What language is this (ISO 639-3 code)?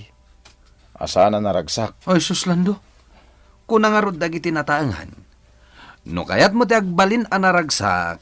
ilo